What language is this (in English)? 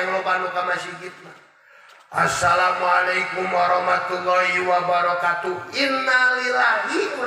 Sundanese